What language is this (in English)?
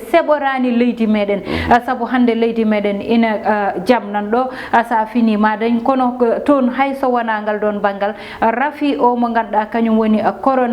Fula